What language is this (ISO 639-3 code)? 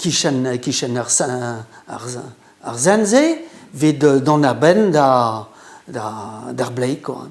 bre